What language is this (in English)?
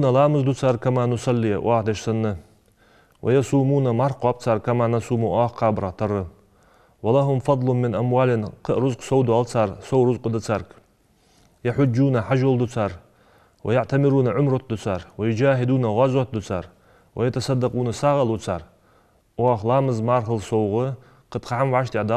Ingush